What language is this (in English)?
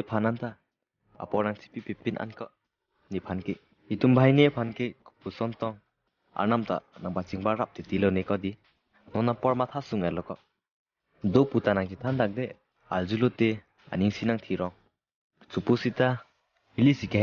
Karbi